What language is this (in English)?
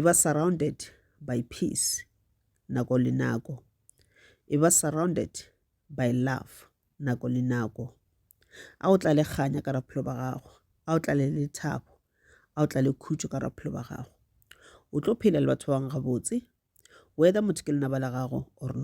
Northern Sotho